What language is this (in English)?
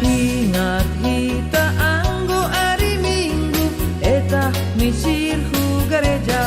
Batak Simalungun